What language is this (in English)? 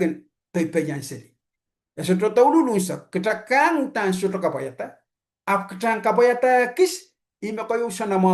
Pohnpeian